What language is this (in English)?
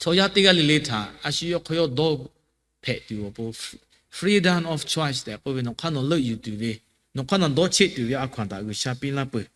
Lahu